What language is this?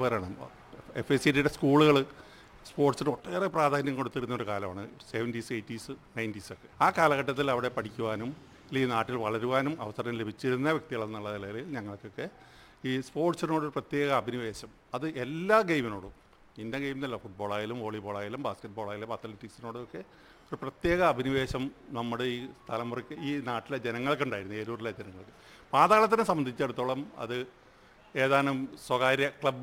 Malayalam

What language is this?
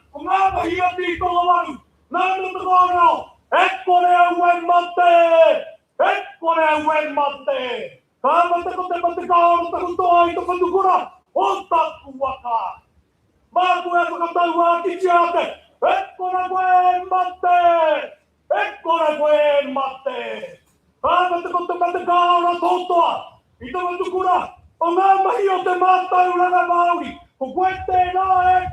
Māori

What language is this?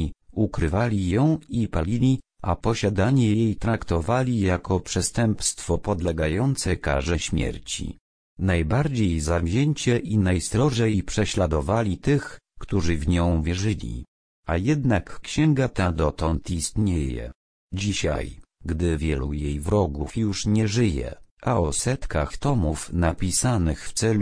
Polish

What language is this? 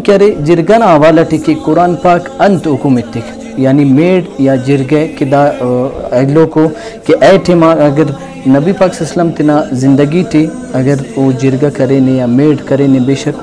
Brahui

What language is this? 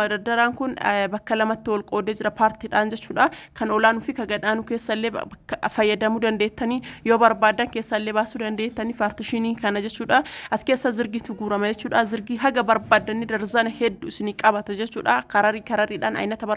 Oromo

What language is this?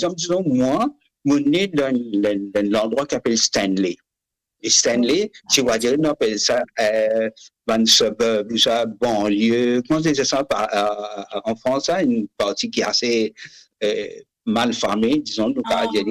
Morisyen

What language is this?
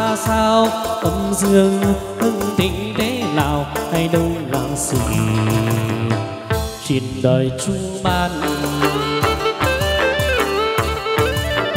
Vietnamese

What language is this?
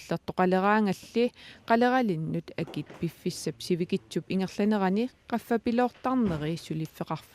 Kalaallisut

